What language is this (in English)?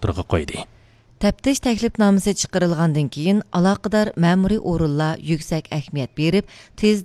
Uyghur